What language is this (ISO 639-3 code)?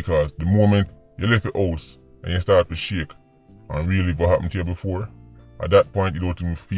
jam